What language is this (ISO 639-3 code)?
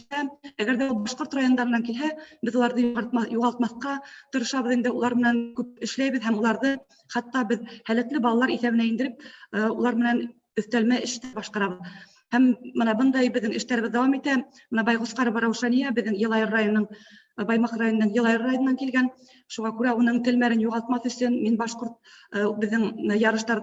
bak